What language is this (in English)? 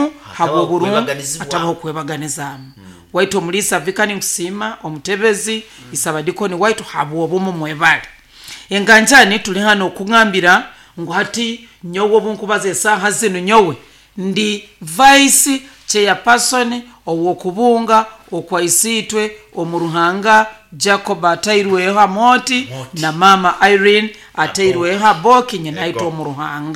Nyoro